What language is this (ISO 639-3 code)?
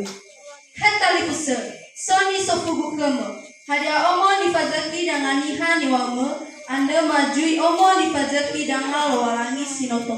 nia